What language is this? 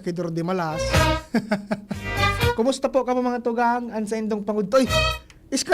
Bikol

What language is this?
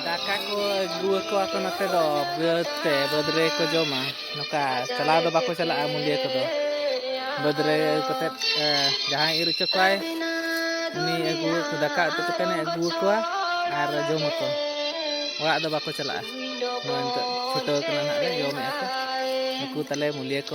Santali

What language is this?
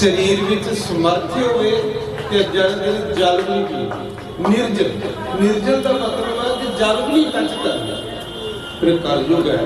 Dogri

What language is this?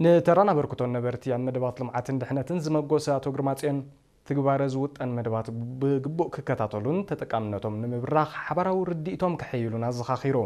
Tigrinya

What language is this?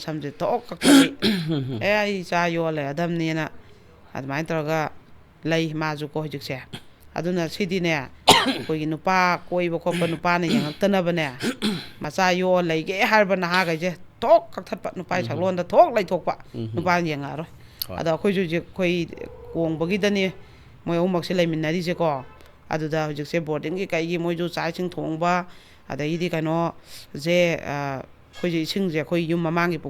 Manipuri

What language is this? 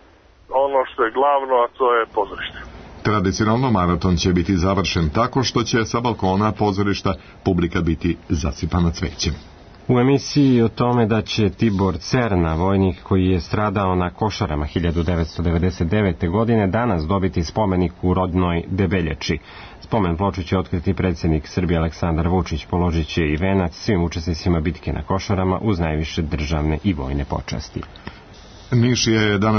Serbian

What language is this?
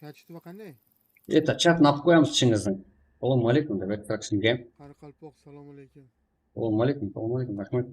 Kara-Kalpak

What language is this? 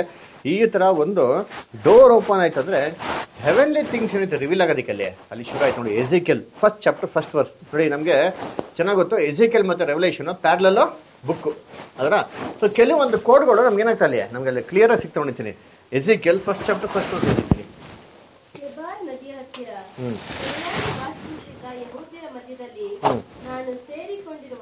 Kannada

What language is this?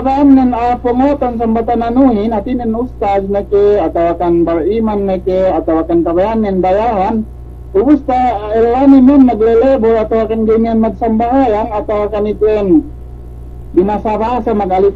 Yakan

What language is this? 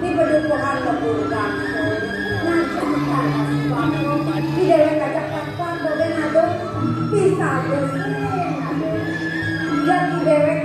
Balinese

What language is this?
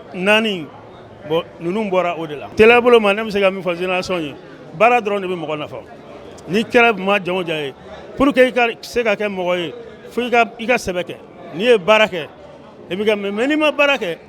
Bambara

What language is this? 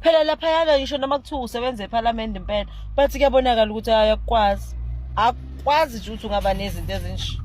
Zulu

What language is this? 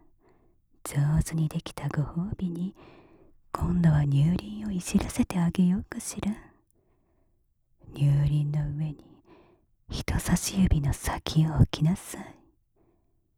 Japanese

